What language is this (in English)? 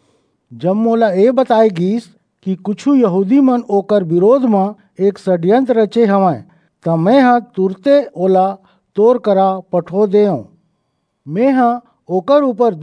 Chhattisgarhi